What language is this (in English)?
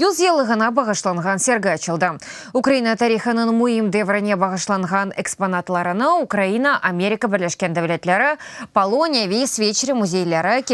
Crimean Tatar